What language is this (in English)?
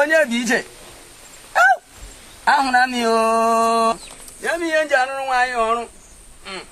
Igbo